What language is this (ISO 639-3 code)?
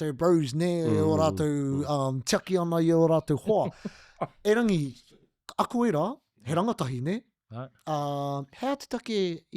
mri